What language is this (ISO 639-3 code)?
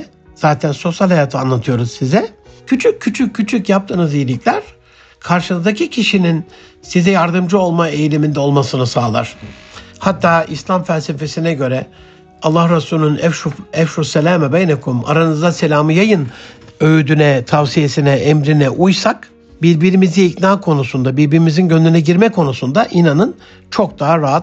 tur